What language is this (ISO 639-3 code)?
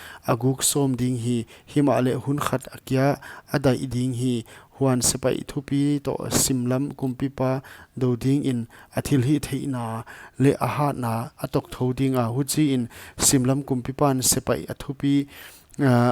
pck